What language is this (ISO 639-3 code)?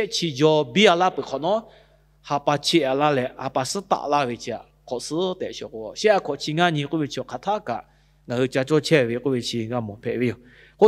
lhu